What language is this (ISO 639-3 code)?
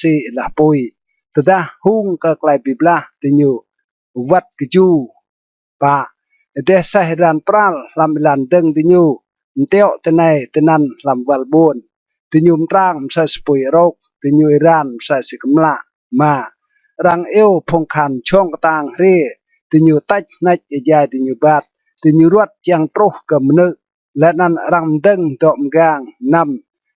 rad